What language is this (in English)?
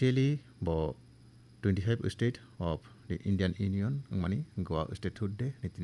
Kok Borok